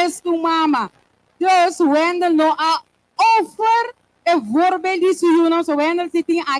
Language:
Papiamento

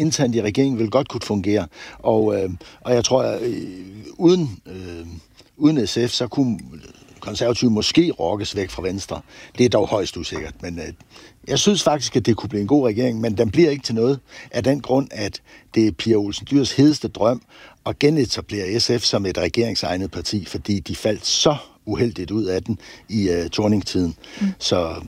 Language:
Danish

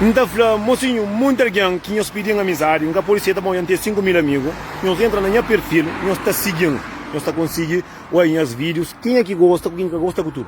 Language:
Kabuverdianu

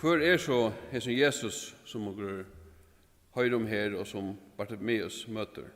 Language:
Faroese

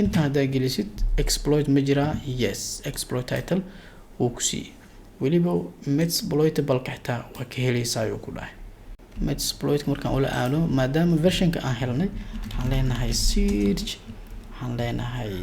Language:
Somali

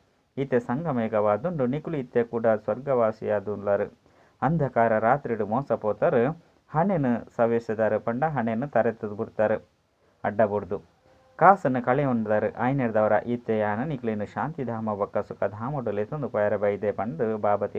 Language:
Tulu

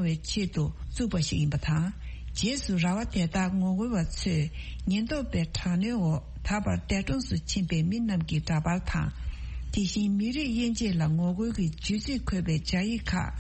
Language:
Tibetan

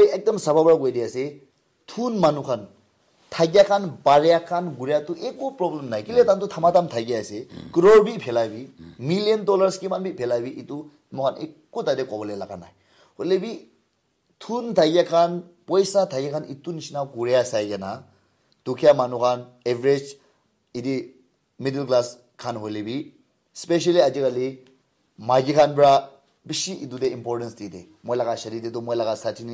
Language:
Naga Pidgin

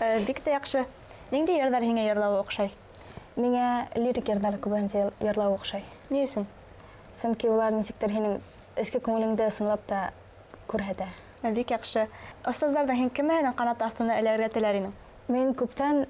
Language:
Bashkir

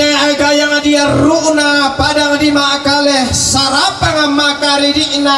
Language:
Toraja-Sa'dan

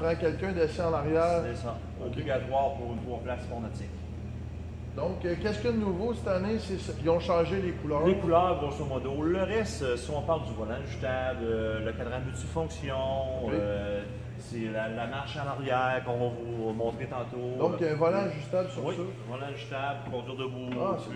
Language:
French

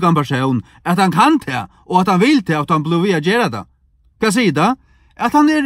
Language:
Faroese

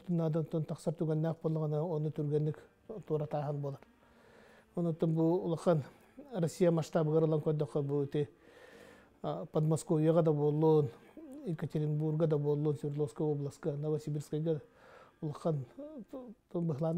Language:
Yakut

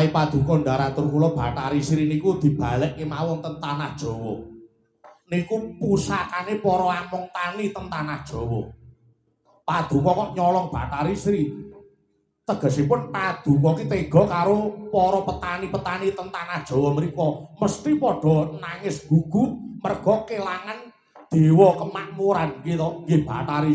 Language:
Javanese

